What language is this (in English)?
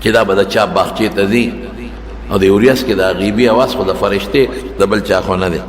Pashto